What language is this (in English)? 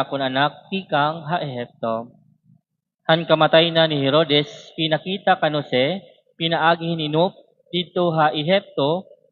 Waray